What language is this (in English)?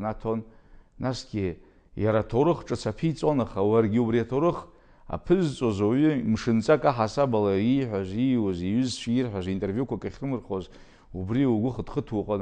Abkhazian